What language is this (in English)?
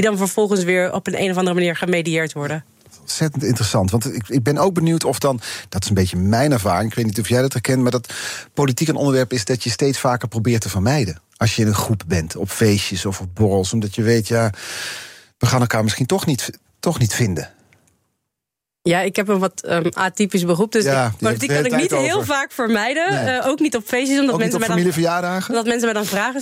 Dutch